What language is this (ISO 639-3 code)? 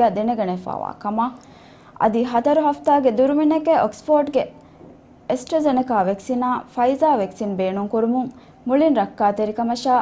div